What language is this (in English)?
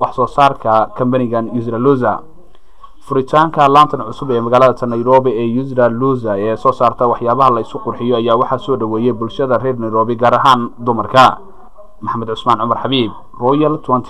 Somali